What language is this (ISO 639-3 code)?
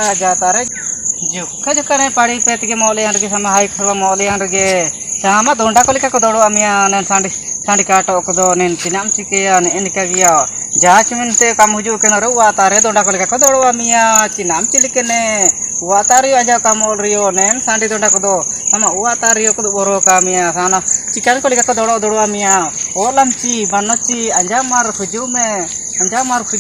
hoc